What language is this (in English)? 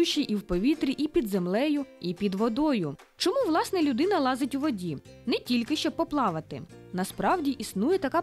Ukrainian